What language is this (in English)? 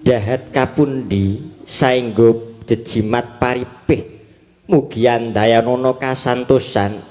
Javanese